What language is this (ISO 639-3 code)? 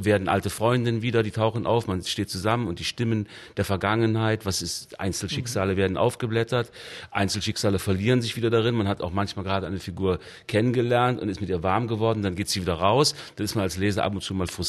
deu